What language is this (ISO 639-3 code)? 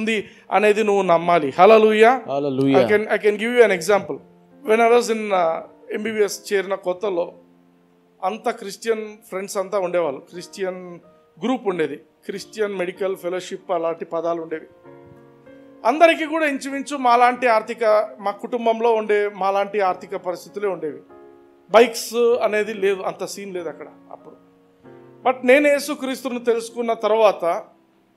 tel